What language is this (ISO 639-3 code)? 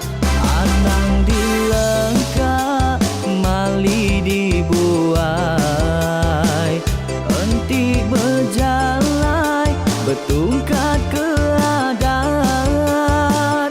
iba